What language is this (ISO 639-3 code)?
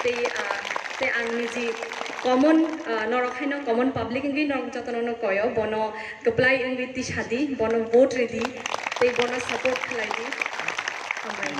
trp